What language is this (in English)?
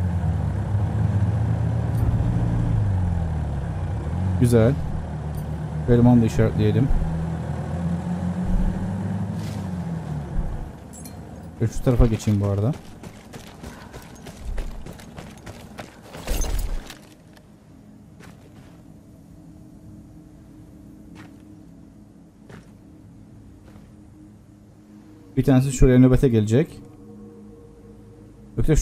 Turkish